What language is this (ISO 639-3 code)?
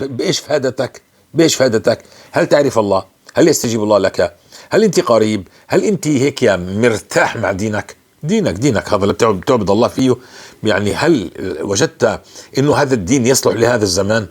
apc